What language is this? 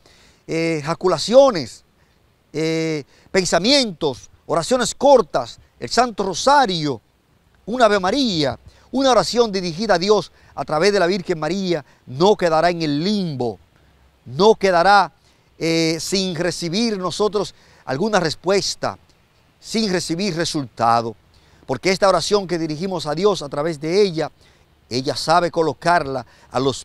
Spanish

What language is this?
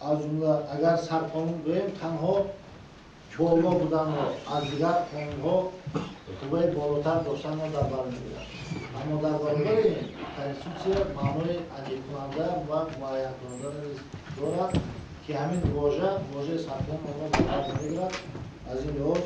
Tajik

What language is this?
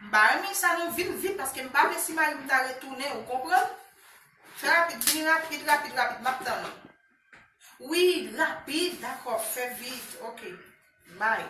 Haitian Creole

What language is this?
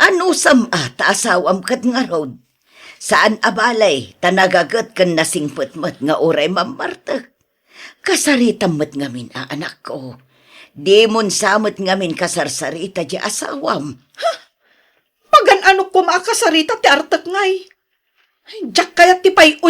Iloko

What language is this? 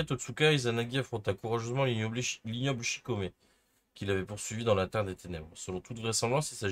French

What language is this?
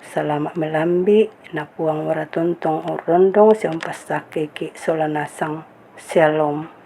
Toraja-Sa'dan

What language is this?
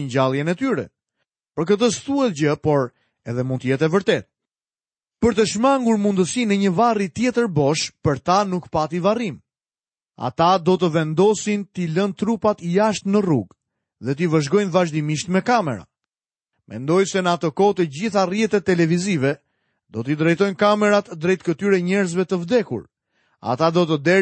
Albanian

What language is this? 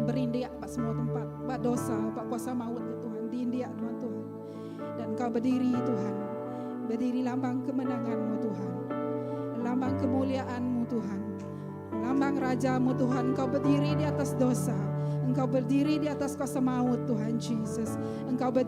Iban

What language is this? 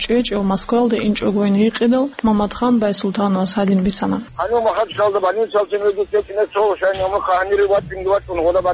Avaric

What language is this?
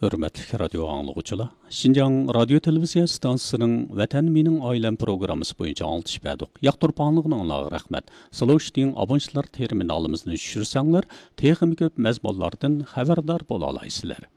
Uyghur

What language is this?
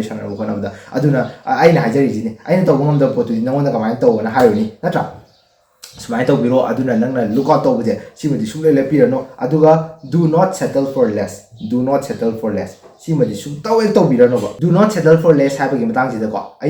Manipuri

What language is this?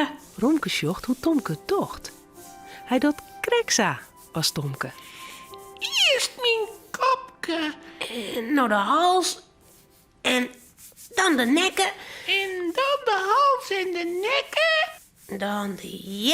Western Frisian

